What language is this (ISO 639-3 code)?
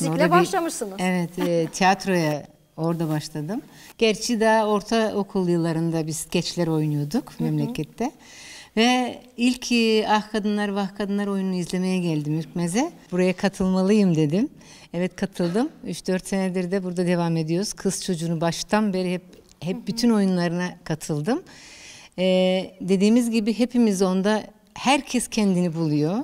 tur